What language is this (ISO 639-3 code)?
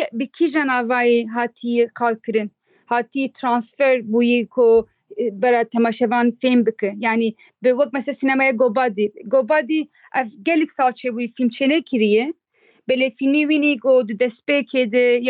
kur